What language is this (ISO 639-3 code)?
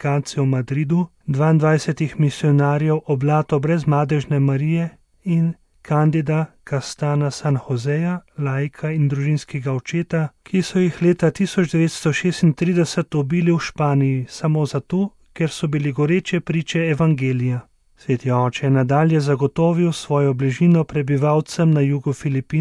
slv